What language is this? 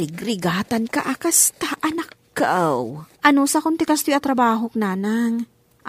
Iloko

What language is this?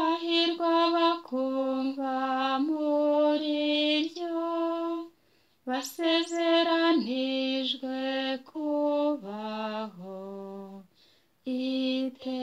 Kinyarwanda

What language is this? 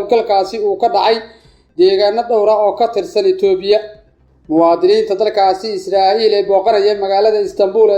Somali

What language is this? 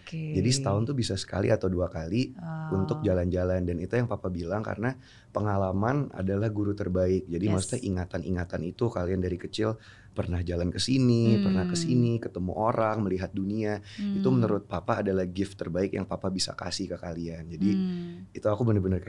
Indonesian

